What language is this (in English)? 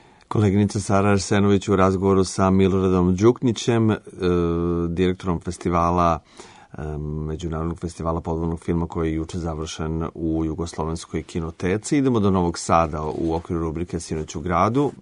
Serbian